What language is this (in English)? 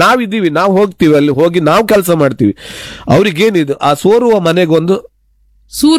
Kannada